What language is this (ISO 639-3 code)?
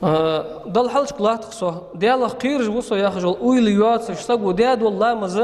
inh